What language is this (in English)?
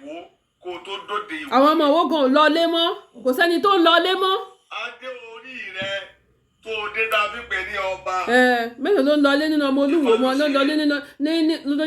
Yoruba